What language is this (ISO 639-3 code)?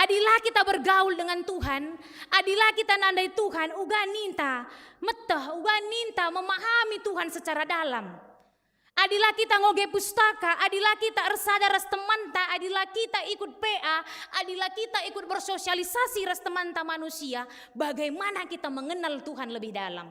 btx